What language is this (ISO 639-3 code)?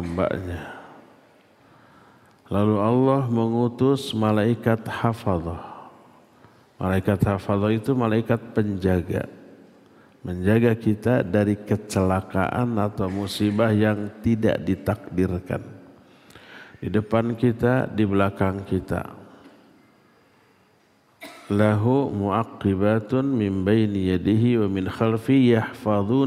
ind